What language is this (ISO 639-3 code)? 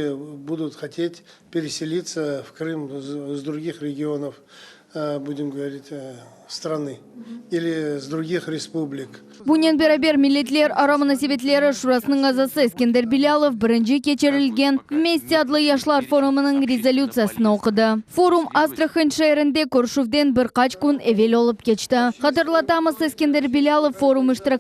crh